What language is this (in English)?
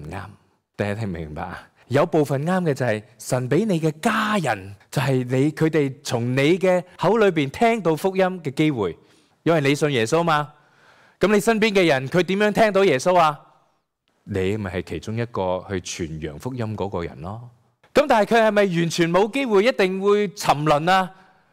Cantonese